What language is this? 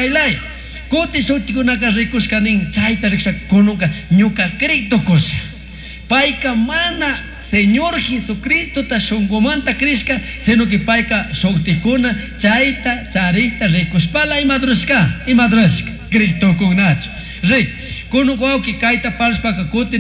Chimborazo Highland Quichua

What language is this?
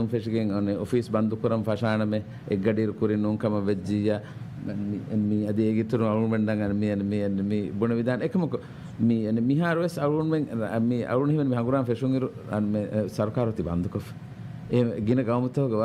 Divehi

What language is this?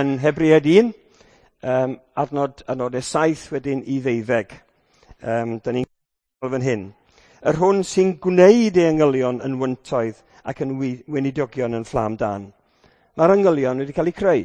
Welsh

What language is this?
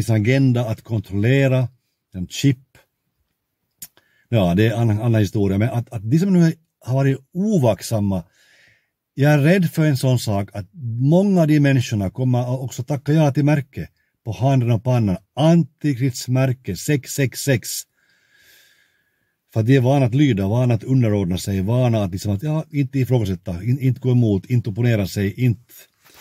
Swedish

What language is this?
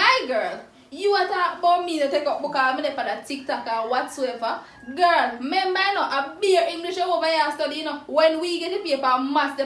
Jamaican Creole English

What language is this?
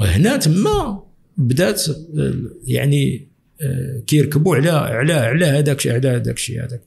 Moroccan Arabic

